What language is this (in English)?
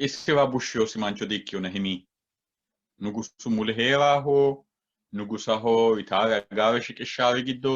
Sidamo